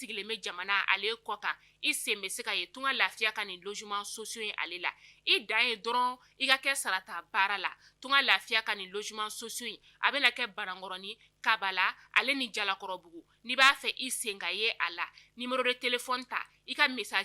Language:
Bambara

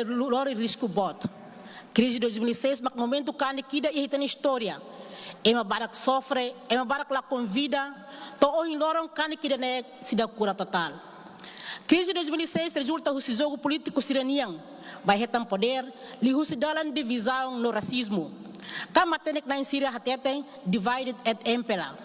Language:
Tetum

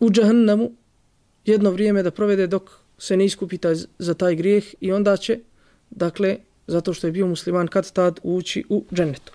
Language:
Bosnian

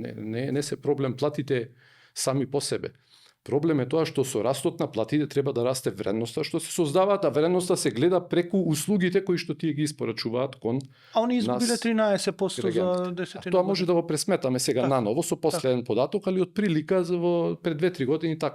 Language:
Macedonian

